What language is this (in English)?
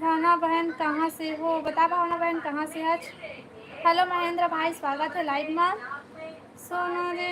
Chhattisgarhi